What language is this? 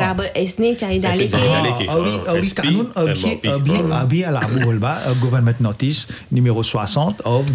Bhojpuri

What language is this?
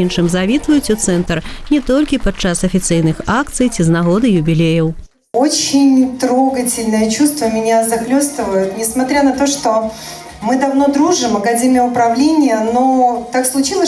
Belarusian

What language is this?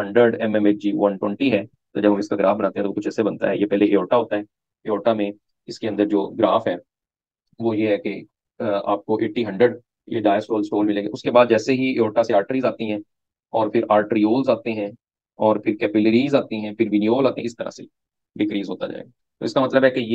Hindi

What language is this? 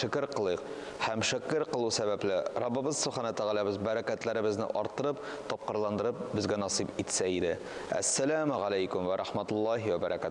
Tatar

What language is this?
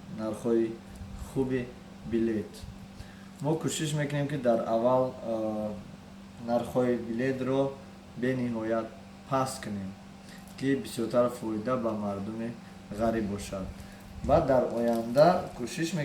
Tajik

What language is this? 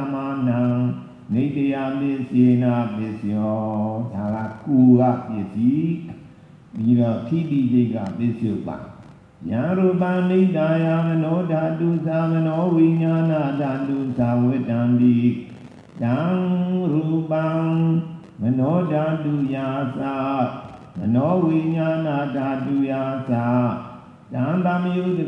Burmese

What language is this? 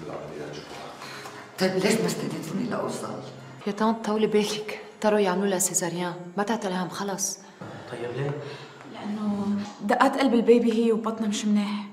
North Levantine Arabic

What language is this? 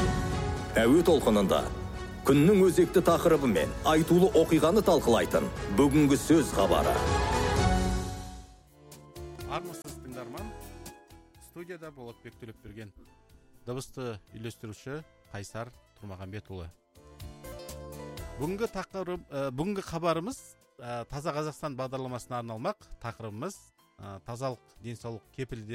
Kazakh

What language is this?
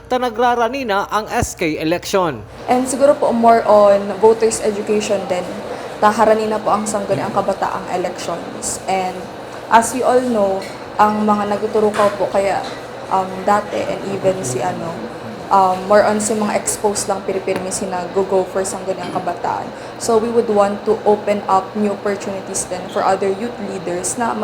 Bikol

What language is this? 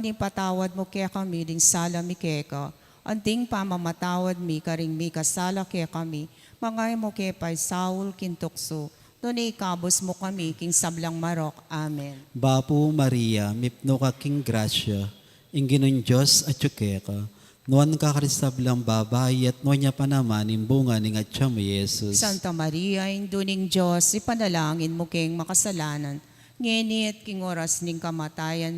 Pampanga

